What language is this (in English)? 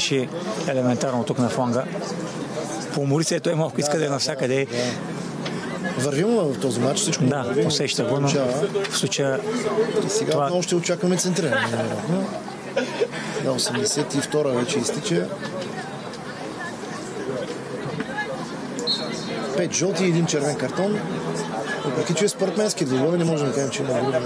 Bulgarian